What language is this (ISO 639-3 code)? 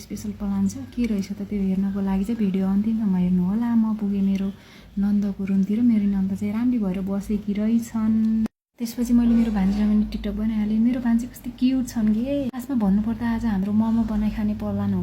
nep